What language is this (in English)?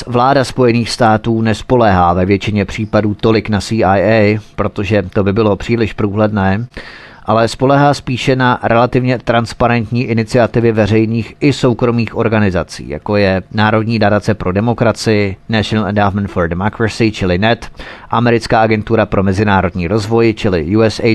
Czech